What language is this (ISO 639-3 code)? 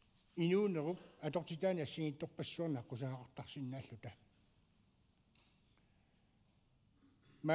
kal